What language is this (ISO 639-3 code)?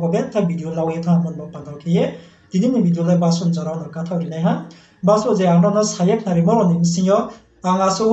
ria